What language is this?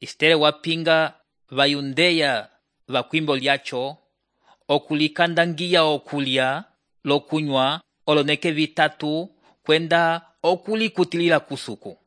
Umbundu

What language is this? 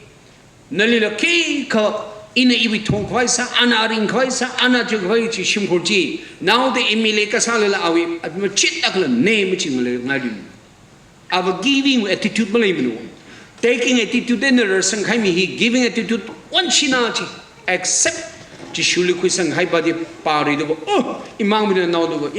Tangkhul Naga (India)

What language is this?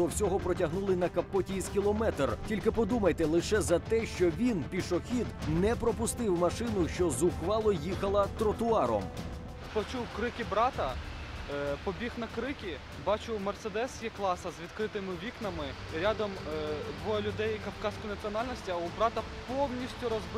Ukrainian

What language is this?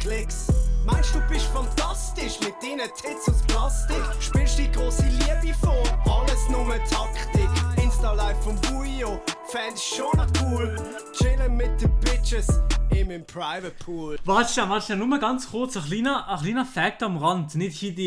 Swiss German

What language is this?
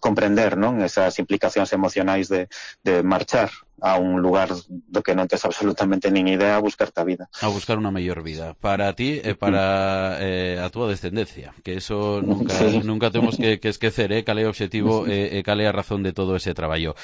Galician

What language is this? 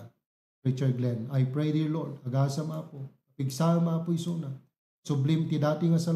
Iloko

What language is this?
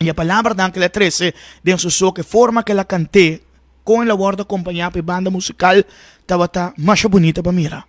Papiamento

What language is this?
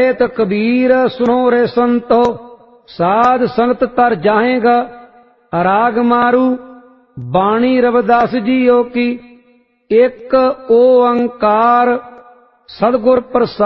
Punjabi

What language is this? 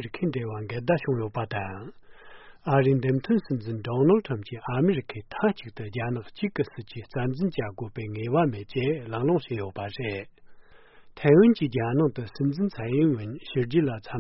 Tibetan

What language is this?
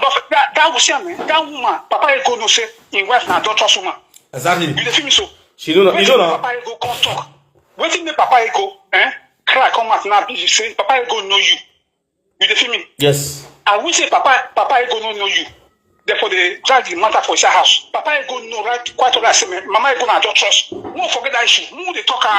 Nigerian Pidgin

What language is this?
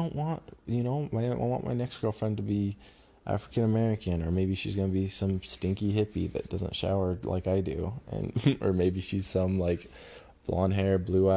English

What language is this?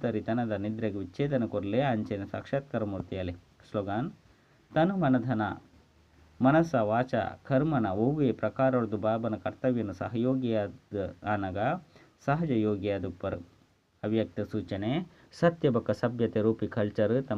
Tulu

